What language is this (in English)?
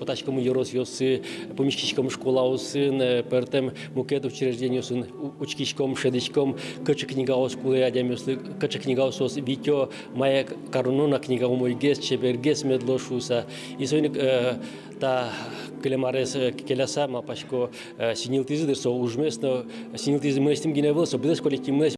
Udmurt